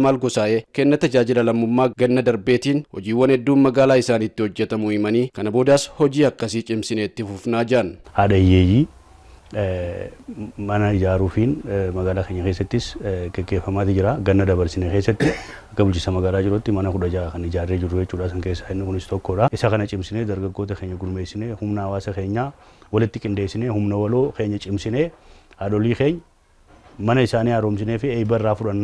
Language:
Oromo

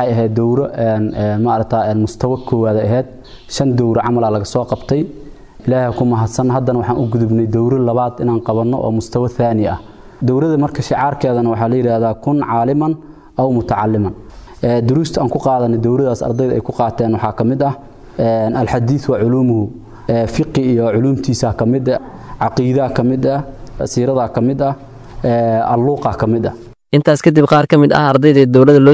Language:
Somali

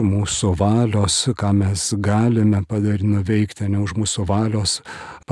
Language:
Lithuanian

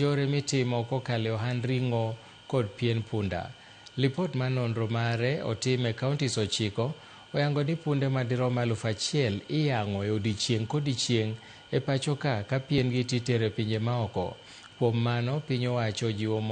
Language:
Luo (Kenya and Tanzania)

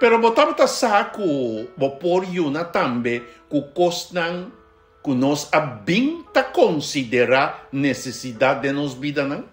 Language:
Papiamento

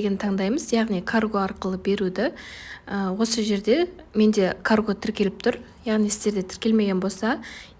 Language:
Kazakh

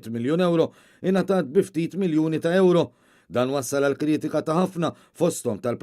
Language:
Maltese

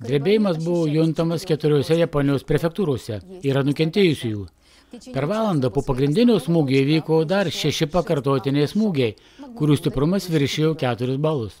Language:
Lithuanian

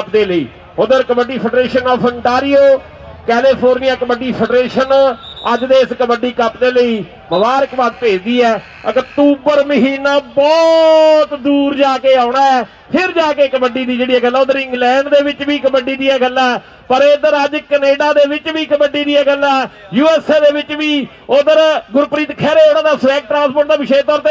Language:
Punjabi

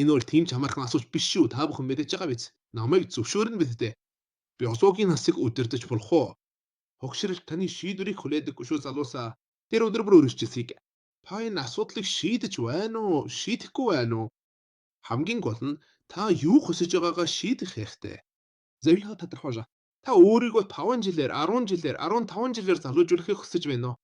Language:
Mongolian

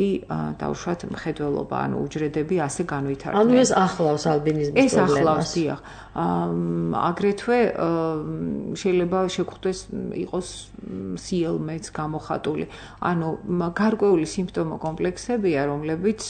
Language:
Georgian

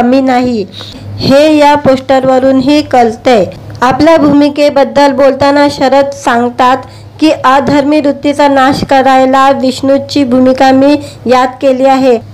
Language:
Marathi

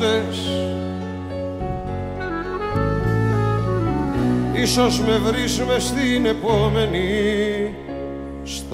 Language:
Greek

